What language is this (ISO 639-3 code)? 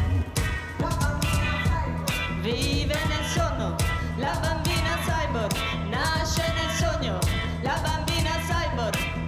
ita